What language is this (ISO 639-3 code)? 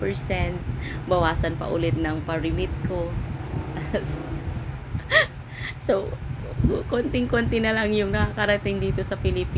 fil